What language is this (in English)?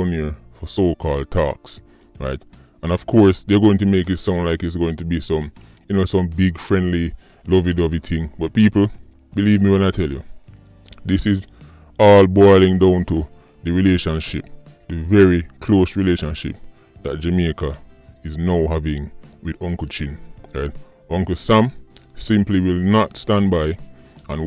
Jamaican Creole English